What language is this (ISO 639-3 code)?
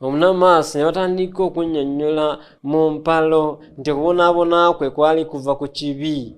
lug